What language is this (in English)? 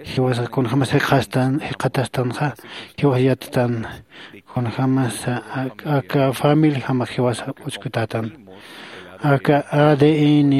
Aymara